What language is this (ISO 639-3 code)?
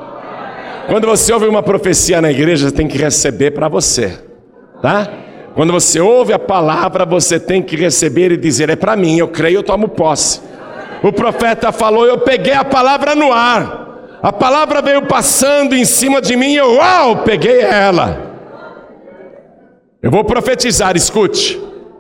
por